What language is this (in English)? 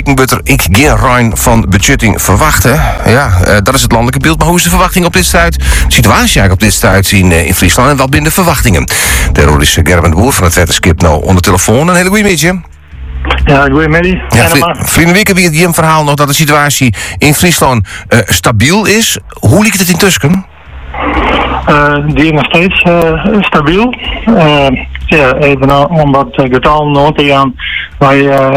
Dutch